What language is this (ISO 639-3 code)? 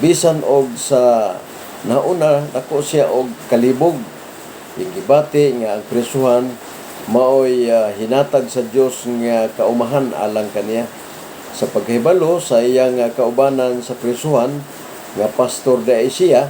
ceb